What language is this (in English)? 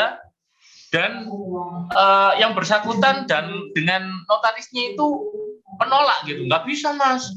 Indonesian